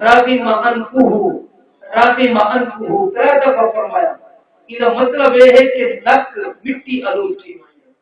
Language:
Saraiki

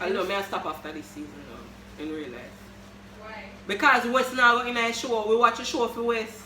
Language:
Jamaican Creole English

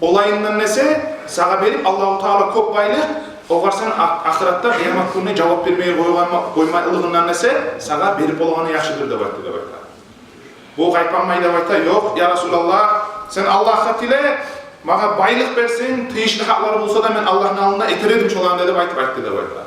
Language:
Kumyk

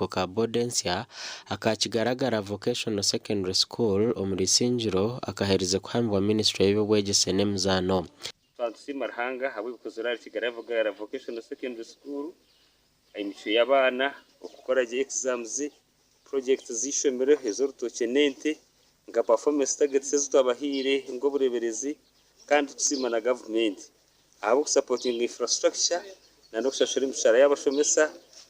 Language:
Nyankole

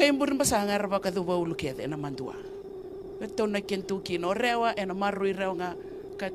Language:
Fijian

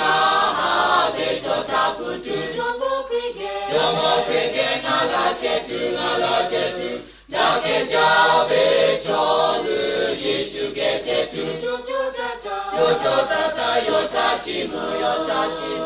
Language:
Lahu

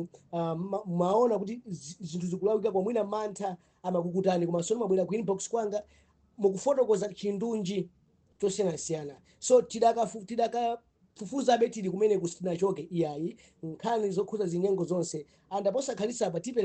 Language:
Nyanja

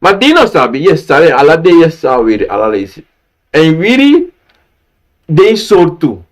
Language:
Sranan Tongo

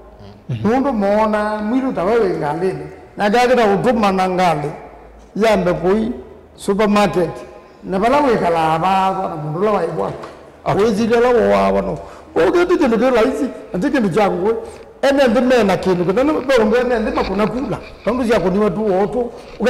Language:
Kamba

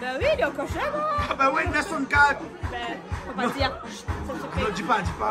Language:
Réunion Creole French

